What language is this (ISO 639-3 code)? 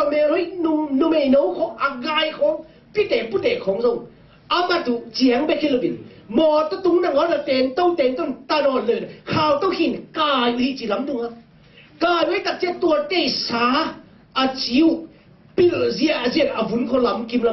ctd